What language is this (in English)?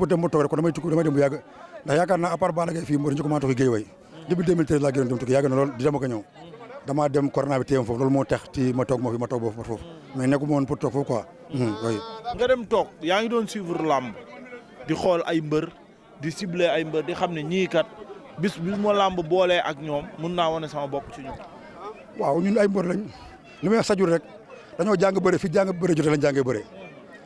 Wolof